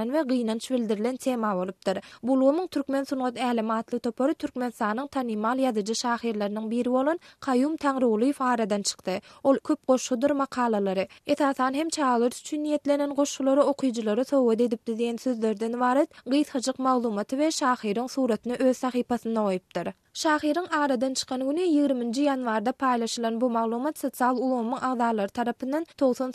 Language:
Turkmen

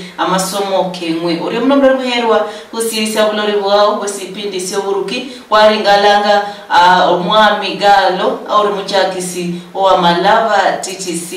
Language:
Luyia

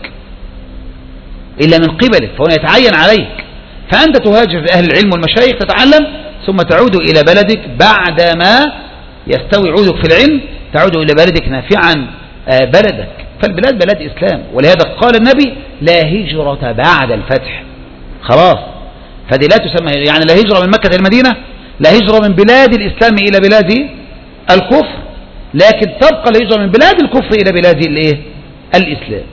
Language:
Arabic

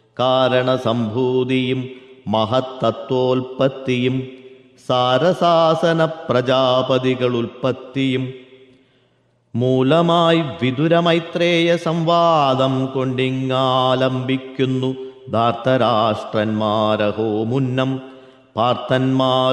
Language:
Malayalam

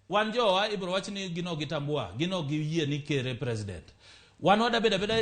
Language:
Luo (Kenya and Tanzania)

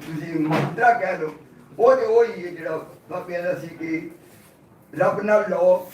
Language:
Western Panjabi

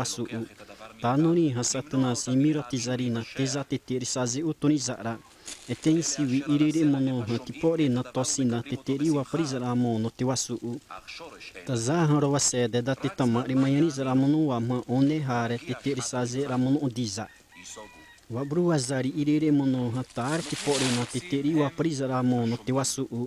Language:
Xavánte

